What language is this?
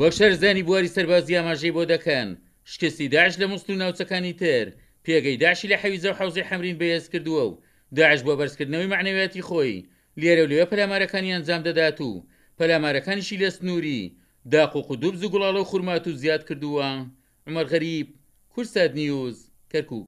Central Kurdish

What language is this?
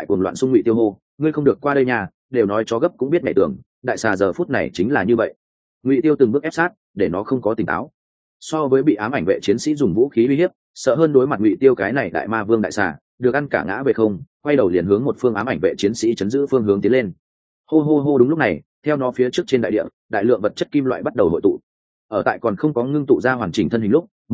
Vietnamese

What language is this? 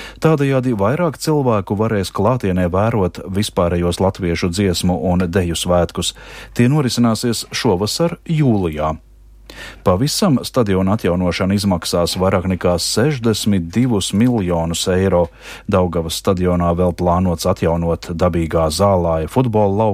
Latvian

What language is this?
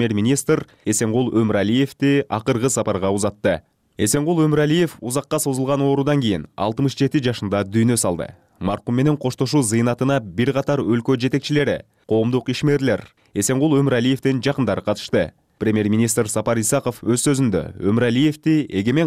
Kyrgyz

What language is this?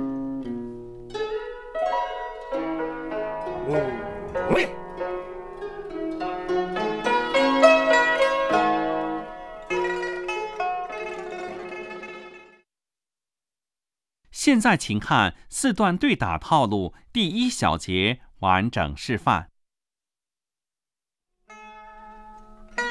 Chinese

